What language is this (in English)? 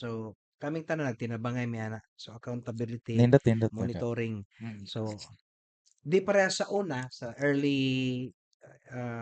Cebuano